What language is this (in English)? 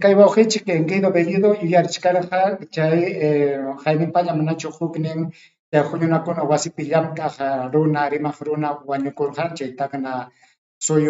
Ayacucho Quechua